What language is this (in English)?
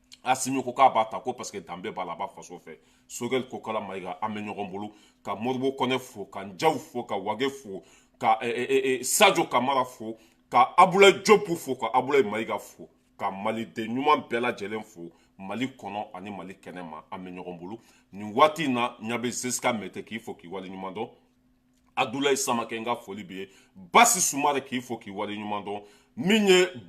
Bambara